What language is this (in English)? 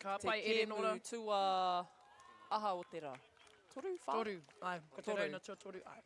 Māori